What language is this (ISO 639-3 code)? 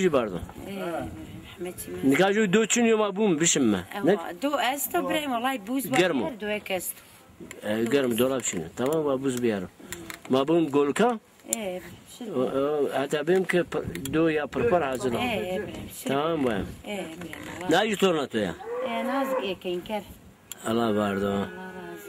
zza